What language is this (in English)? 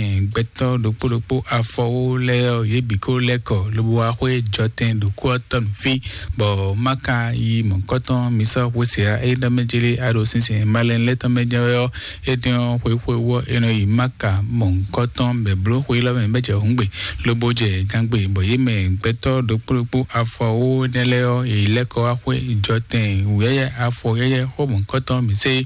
Fon